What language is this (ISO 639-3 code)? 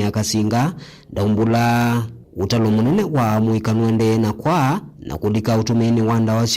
kam